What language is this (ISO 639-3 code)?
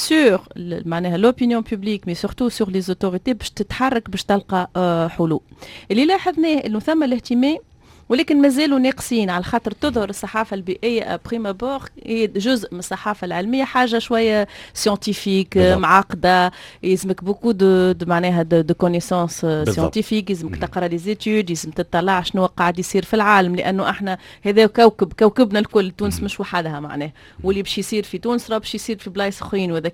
aeb